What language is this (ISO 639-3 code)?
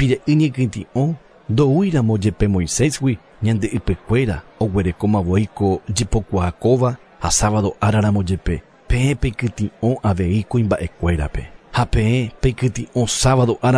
grn